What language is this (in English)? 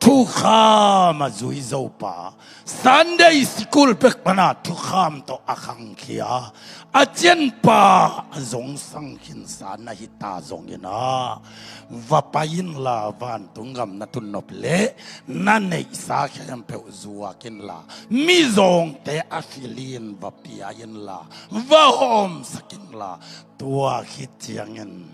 Tedim Chin